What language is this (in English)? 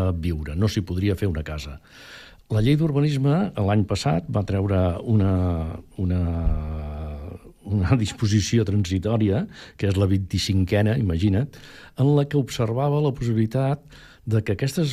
Catalan